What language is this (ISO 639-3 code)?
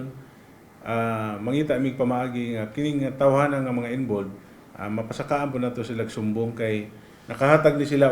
ceb